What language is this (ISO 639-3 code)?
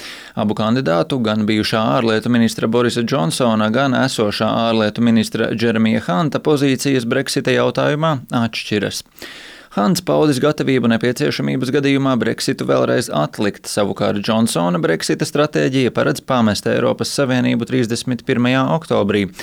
lav